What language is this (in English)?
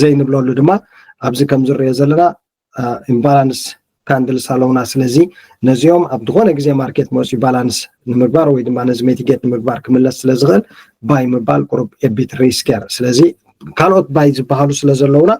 Tigrinya